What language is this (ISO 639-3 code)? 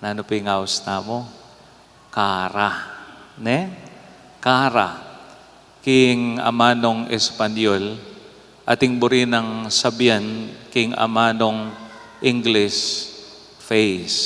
pam